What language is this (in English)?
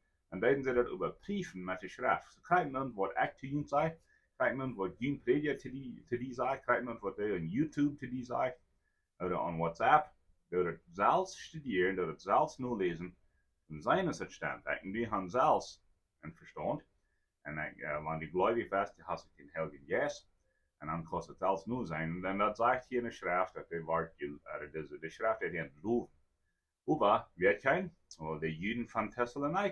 Plautdietsch